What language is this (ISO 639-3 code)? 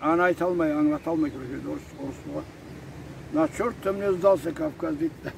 krc